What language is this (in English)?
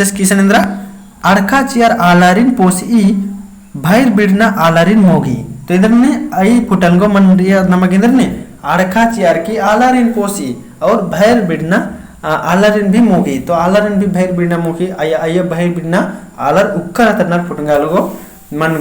Kurukh